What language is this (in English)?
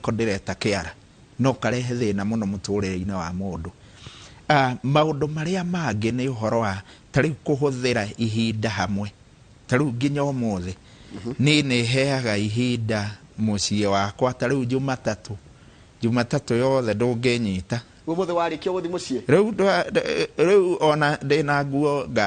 Kikuyu